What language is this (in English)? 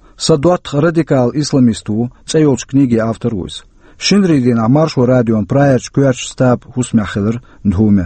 Chechen